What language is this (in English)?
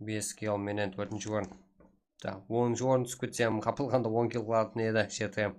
Kara-Kalpak